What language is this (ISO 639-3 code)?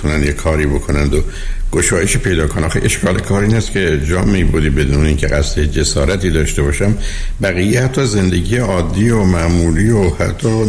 fas